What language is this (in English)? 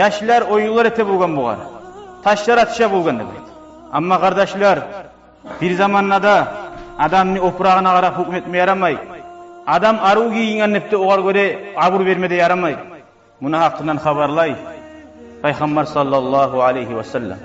Kumyk